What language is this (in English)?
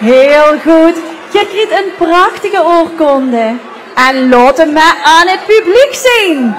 Limburgish